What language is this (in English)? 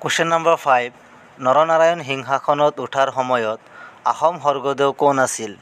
Assamese